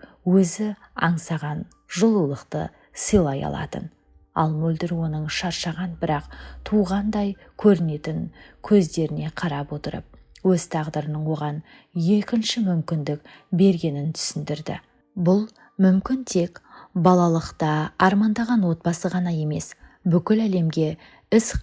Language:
Kazakh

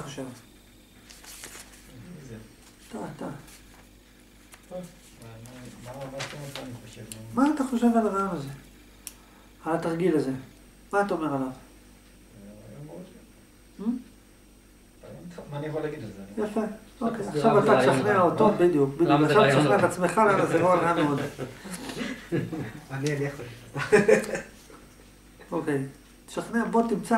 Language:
Hebrew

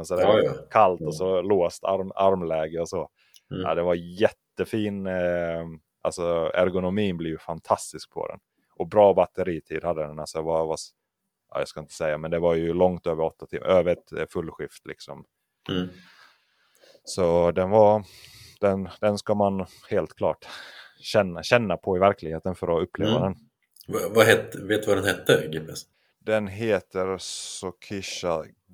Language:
Swedish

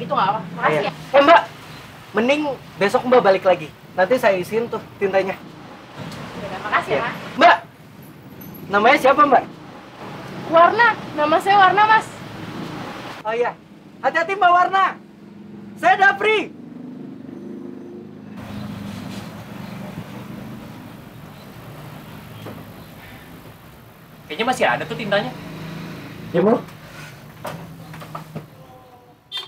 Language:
Indonesian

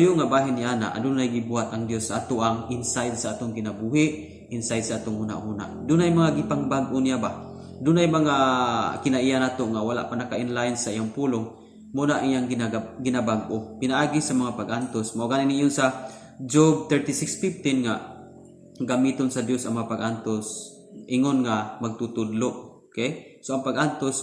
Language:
Cebuano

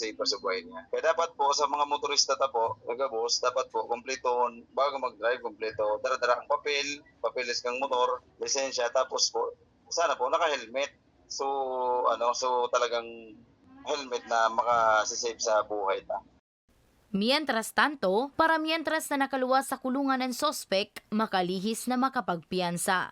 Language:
Bikol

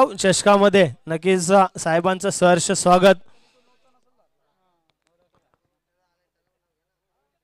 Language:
Marathi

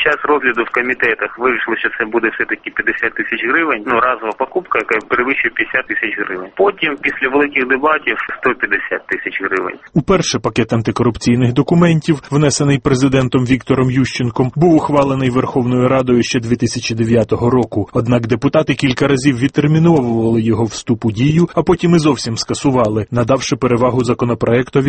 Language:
Ukrainian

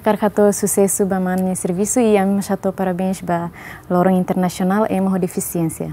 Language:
Tetum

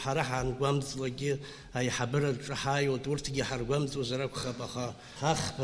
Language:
Abkhazian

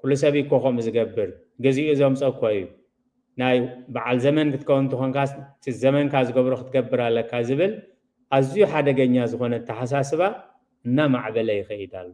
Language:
Tigrinya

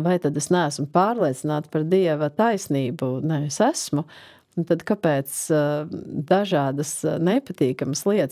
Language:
Latvian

